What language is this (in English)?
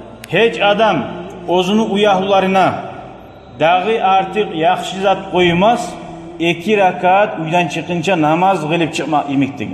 Kumyk